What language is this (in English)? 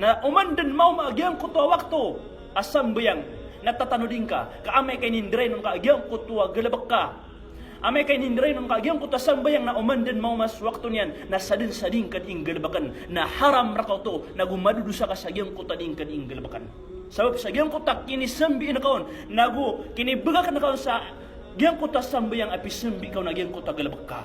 Maranao